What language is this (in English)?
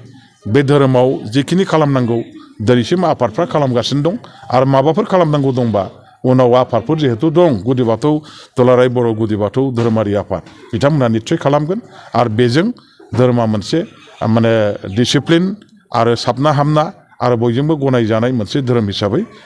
Bodo